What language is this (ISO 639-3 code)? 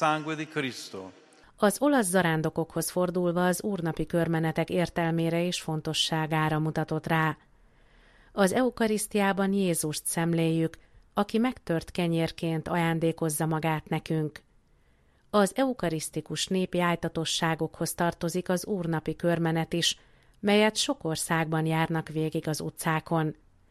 hun